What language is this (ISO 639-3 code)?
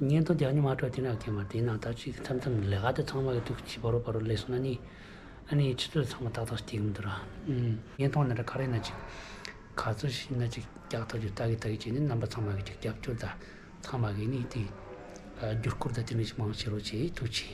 bod